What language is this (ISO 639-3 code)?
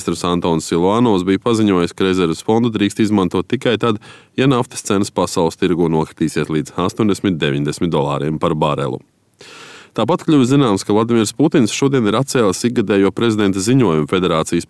lav